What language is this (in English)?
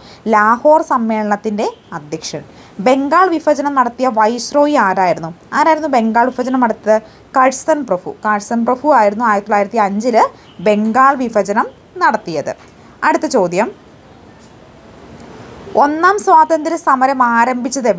Malayalam